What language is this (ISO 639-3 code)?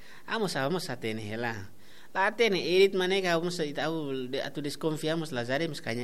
tet